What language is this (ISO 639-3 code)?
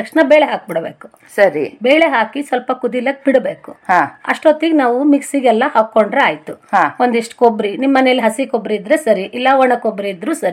kan